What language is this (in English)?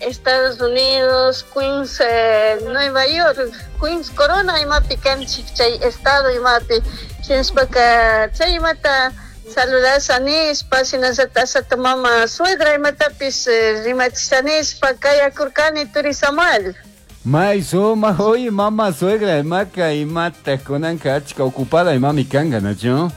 Chimborazo Highland Quichua